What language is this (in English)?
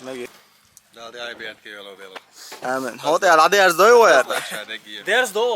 Chechen